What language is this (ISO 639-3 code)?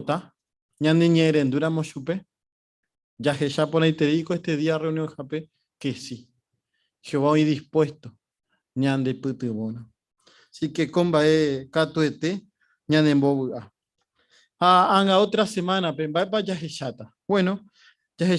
grn